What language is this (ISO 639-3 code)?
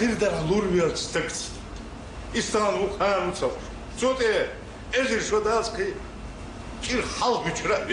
che